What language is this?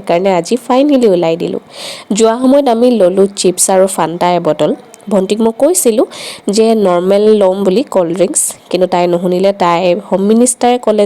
Assamese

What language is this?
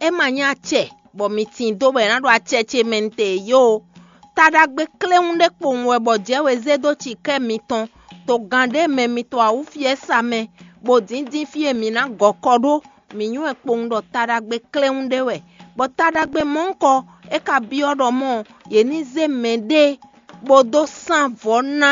Fon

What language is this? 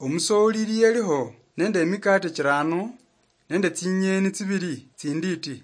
Luyia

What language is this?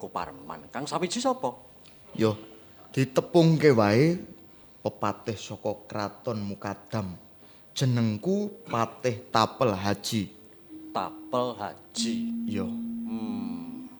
Javanese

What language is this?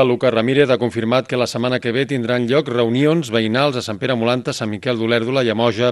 Catalan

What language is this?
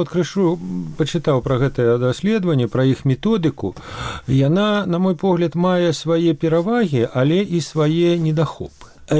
Belarusian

